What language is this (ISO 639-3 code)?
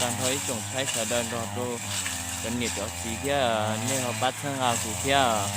hmn